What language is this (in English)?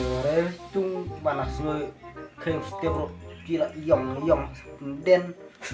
Khasi